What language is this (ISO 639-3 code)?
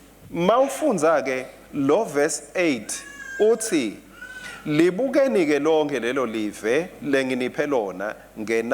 ssw